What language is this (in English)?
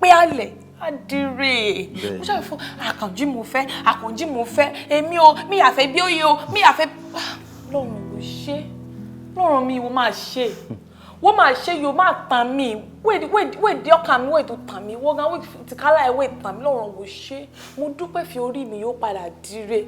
Yoruba